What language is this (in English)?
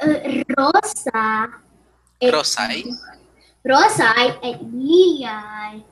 Latin